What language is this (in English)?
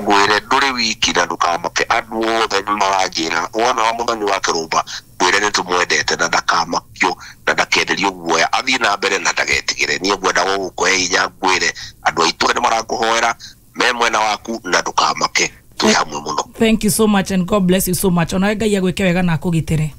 Kikuyu